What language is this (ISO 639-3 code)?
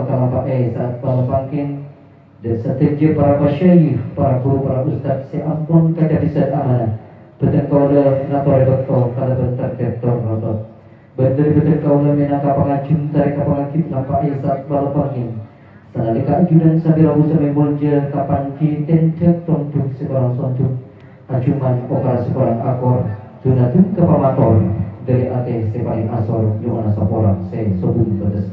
mad